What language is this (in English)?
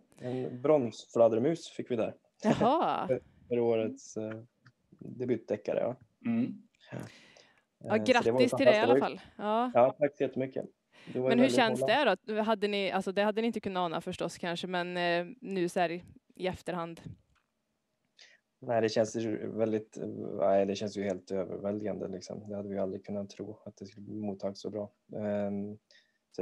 Swedish